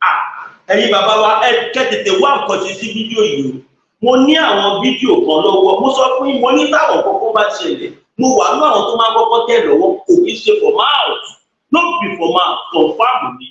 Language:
Yoruba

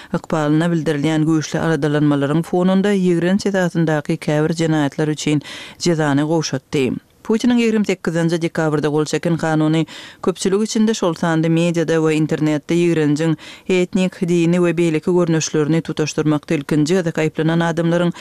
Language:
Kyrgyz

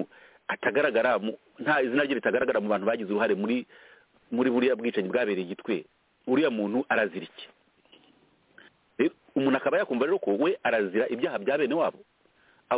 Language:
Kinyarwanda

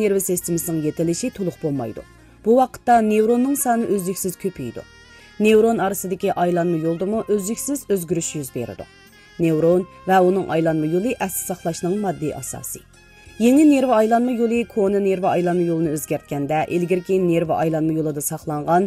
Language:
Uyghur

